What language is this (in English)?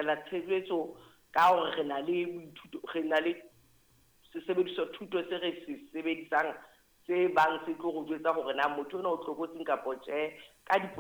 Southern Sotho